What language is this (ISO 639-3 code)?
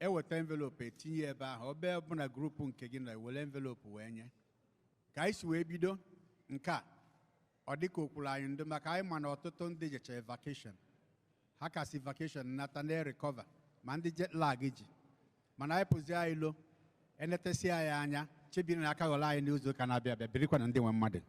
ibo